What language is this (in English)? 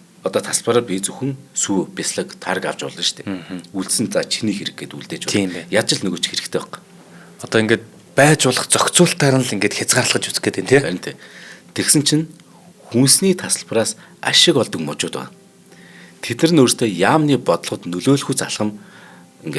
Mongolian